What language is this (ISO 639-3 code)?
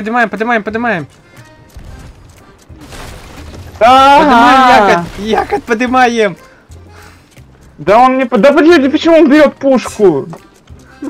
rus